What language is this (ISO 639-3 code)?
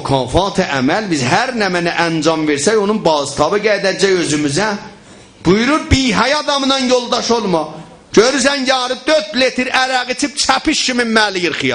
azb